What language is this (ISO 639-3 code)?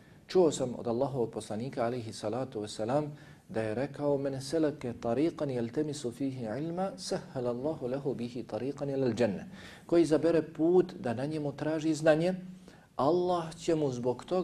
bos